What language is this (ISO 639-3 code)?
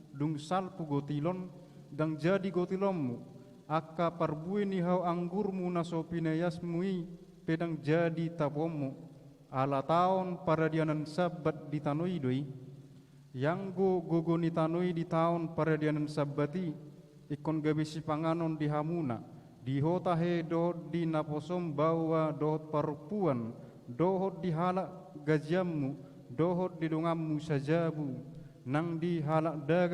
bbc